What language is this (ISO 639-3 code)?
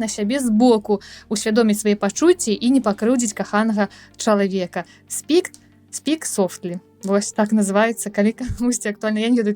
bel